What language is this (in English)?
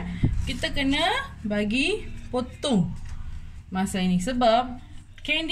Malay